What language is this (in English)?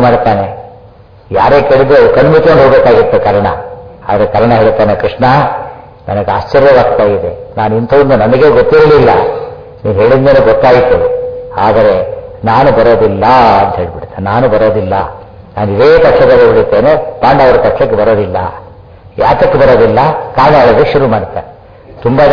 Kannada